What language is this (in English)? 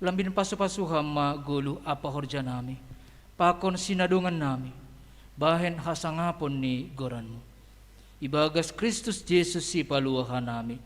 Batak Simalungun